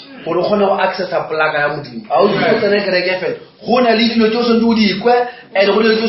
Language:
Northern Sotho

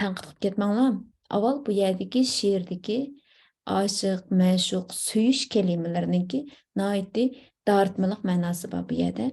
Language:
Uyghur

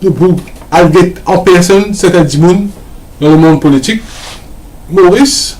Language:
Morisyen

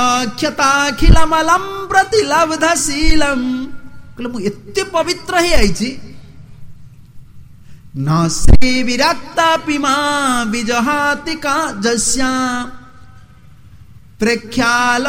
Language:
Odia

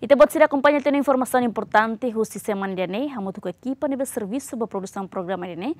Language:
Tetum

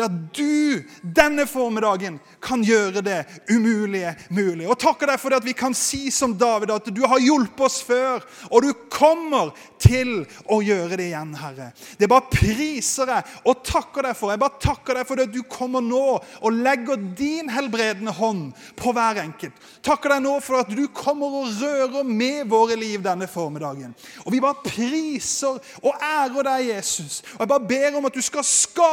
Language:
Norwegian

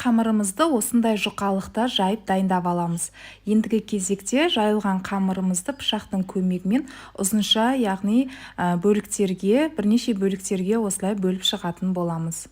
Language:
Kazakh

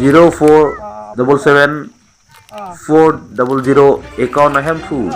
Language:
Karbi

